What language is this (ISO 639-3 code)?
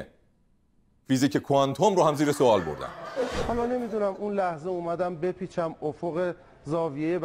fas